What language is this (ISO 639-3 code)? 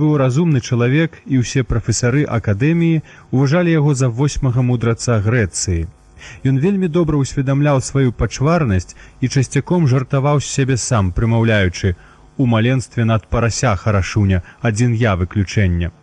bel